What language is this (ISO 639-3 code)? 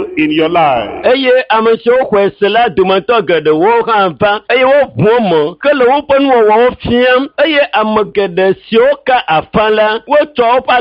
ewe